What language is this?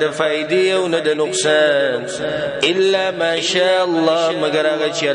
Pashto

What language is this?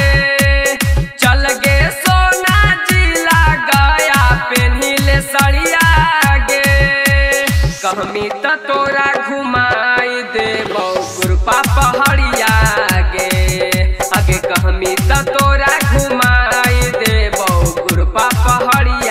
Magahi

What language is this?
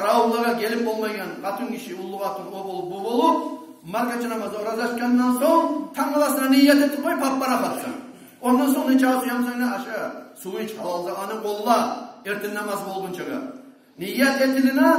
Kumyk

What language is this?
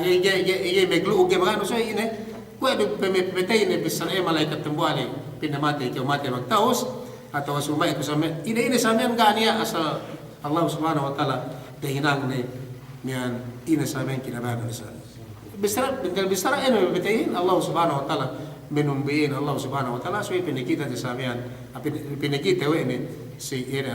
Yakan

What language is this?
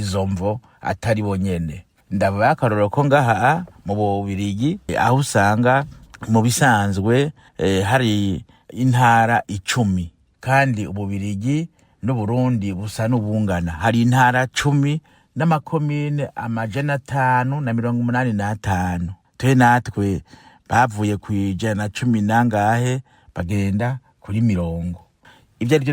Rundi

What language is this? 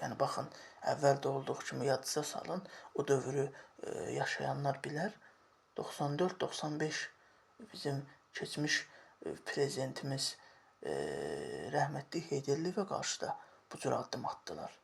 Azerbaijani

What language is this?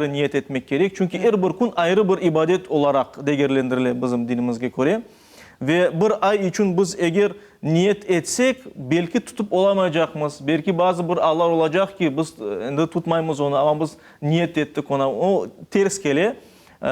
Crimean Tatar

